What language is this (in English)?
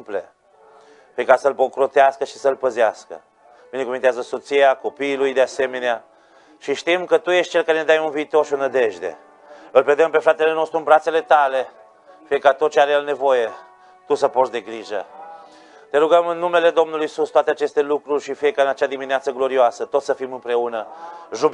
Romanian